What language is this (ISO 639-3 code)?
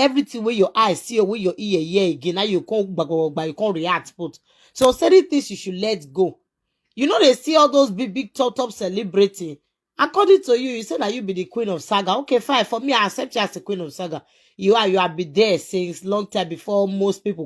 pcm